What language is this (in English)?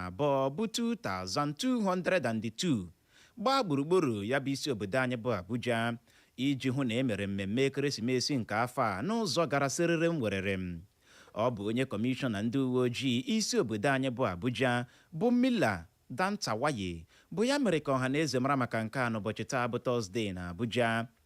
Igbo